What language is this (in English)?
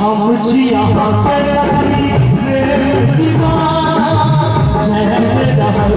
Maithili